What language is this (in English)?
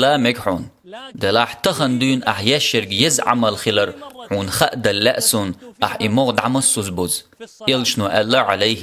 Chechen